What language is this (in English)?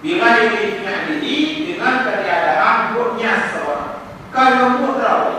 Achinese